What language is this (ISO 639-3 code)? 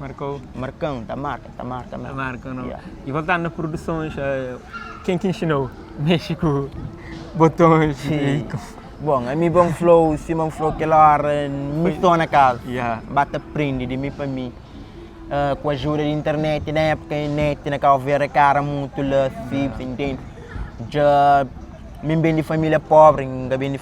kea